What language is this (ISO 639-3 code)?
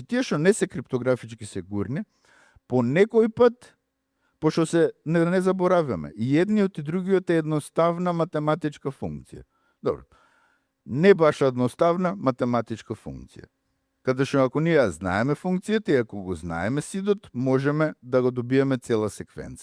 mkd